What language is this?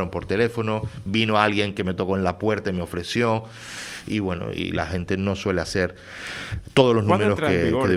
Spanish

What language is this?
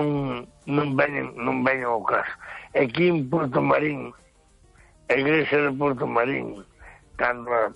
Galician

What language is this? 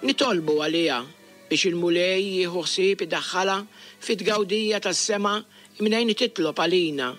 Maltese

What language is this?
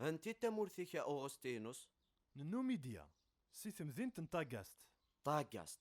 Kabyle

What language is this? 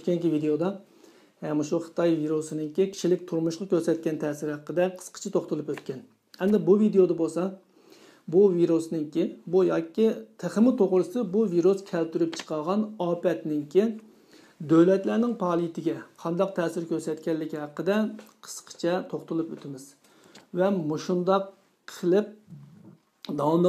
Uyghur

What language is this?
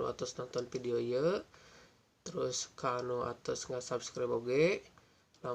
Sundanese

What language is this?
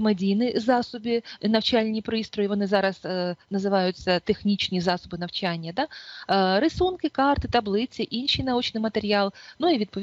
Ukrainian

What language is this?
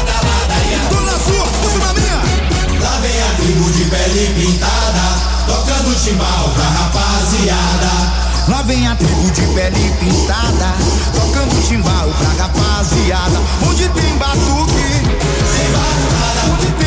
Portuguese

